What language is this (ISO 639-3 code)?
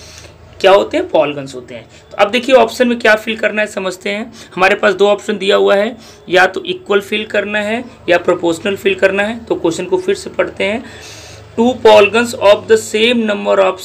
hin